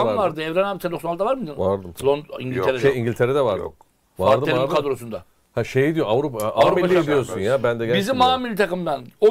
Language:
Turkish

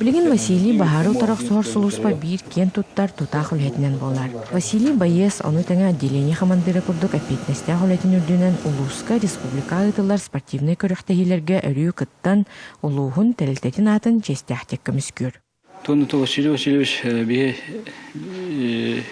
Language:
Yakut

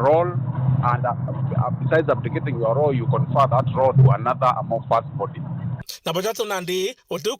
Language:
Meru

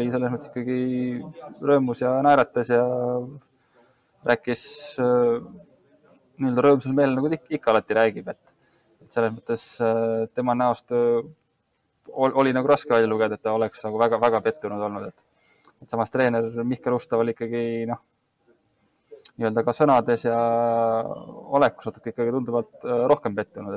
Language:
Estonian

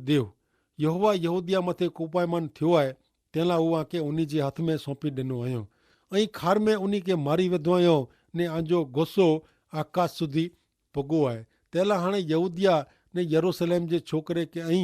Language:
Kachhi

